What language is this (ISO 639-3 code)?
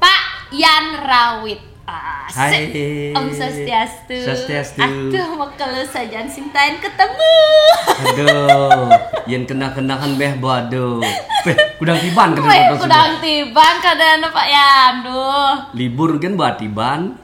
ban